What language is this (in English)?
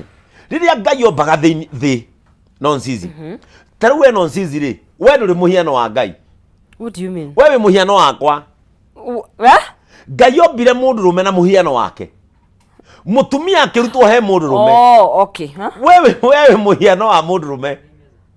Kikuyu